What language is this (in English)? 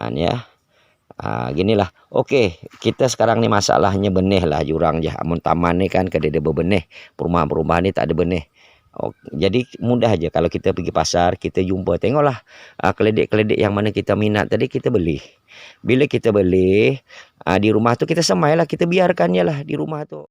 Banjar